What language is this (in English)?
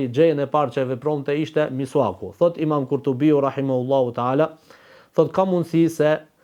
Albanian